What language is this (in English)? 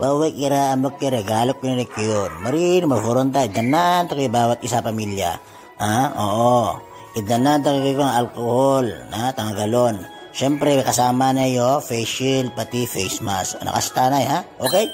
Itawit